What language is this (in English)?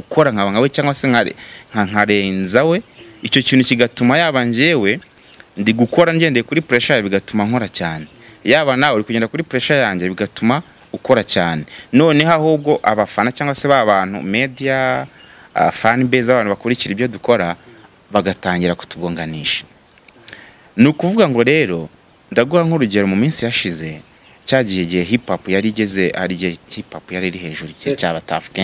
Kinyarwanda